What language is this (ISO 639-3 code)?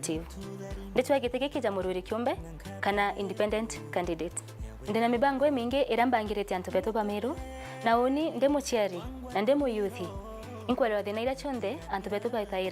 mer